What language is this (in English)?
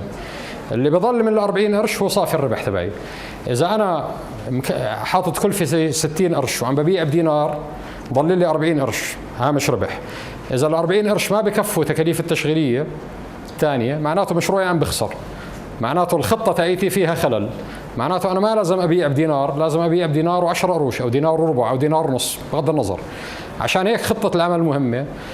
North Levantine Arabic